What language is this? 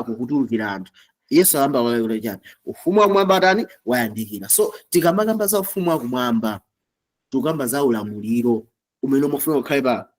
Nyanja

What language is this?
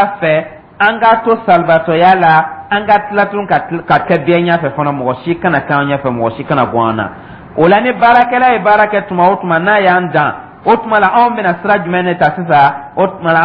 Dyula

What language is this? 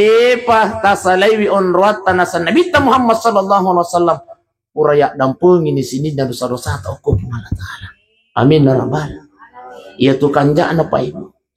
Buginese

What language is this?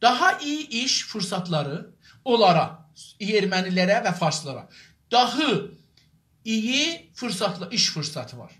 South Azerbaijani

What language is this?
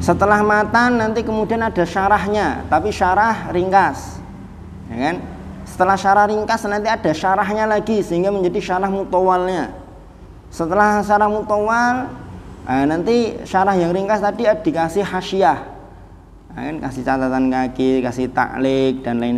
Indonesian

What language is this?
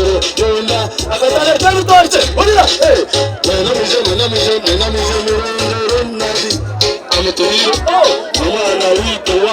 Nyankole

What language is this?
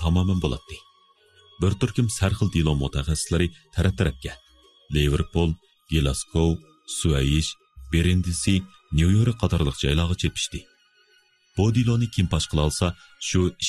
Uyghur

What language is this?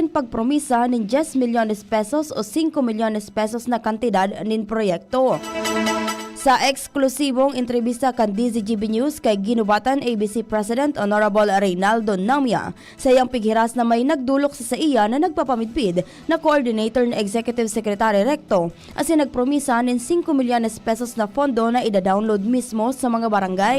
Bikol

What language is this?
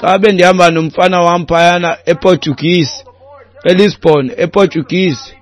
Xhosa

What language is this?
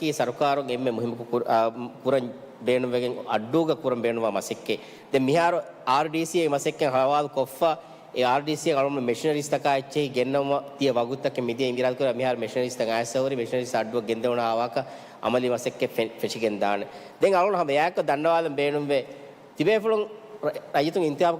Divehi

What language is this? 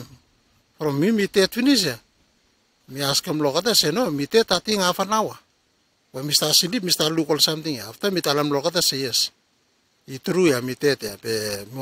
Bislama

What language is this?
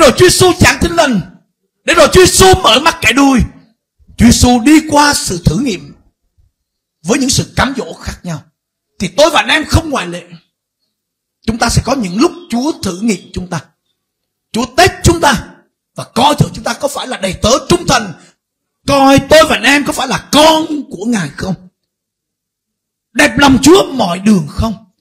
Vietnamese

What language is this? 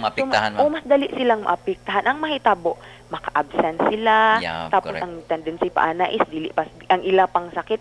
Cebuano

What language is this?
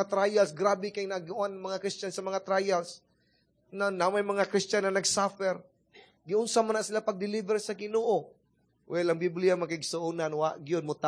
Cebuano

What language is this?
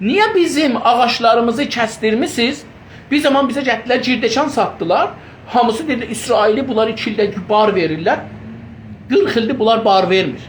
South Azerbaijani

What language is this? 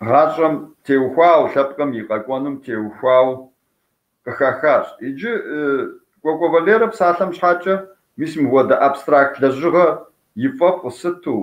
Kabardian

